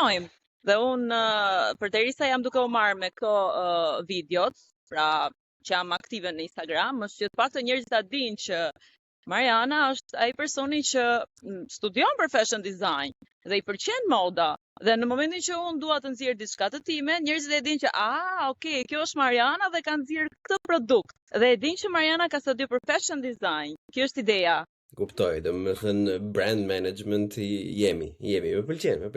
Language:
Albanian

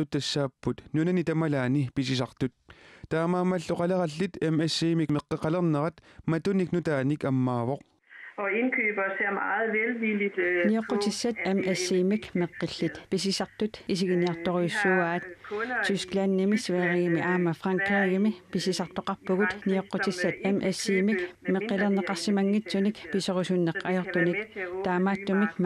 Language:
Kalaallisut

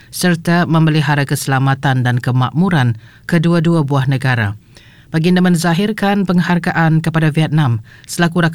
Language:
Malay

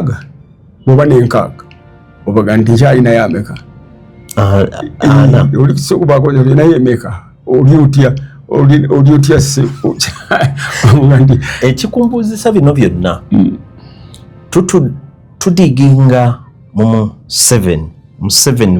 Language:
Ganda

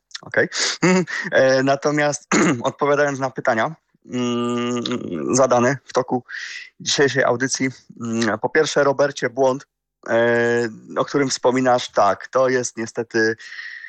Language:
Polish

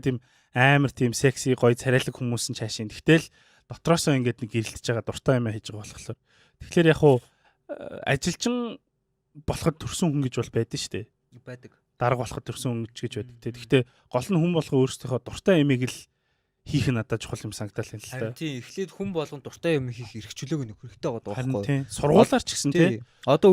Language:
Mongolian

